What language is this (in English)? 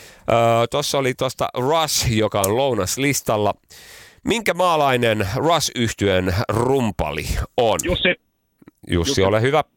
Finnish